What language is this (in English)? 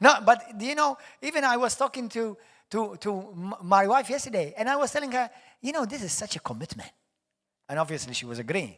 English